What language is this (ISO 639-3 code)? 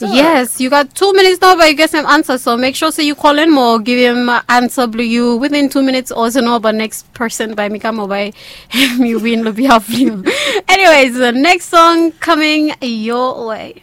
bis